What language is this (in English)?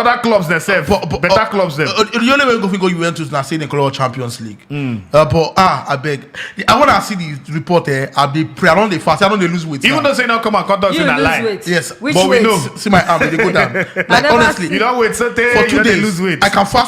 Nigerian Pidgin